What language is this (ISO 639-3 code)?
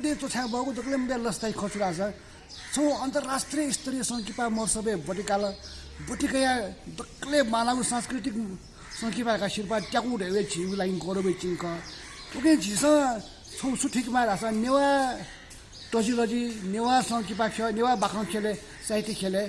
new